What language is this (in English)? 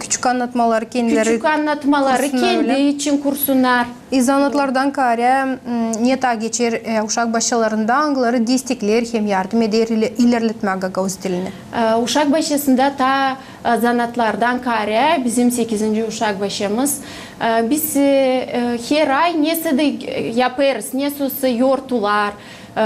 Gagauz